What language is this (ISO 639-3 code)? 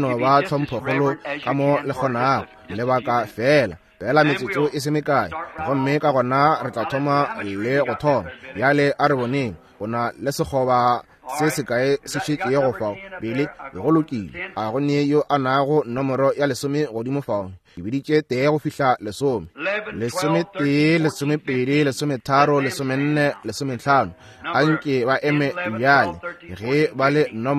nso